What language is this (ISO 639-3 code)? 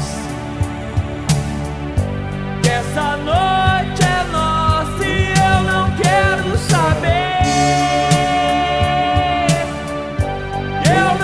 por